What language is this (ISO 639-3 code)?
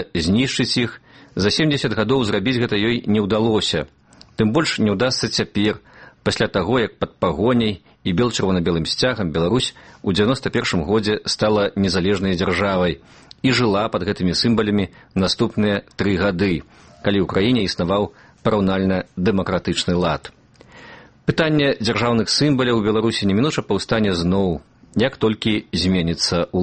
bel